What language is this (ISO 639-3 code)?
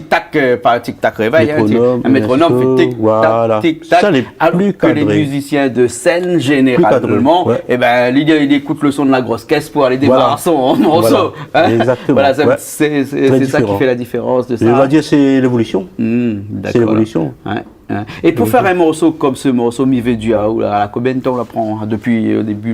rcf